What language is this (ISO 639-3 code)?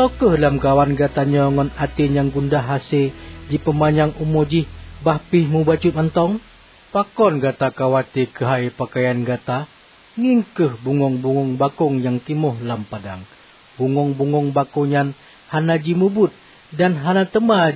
ace